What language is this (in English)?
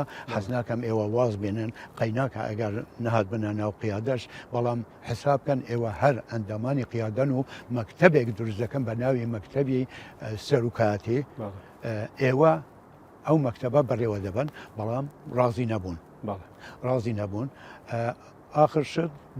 Central Kurdish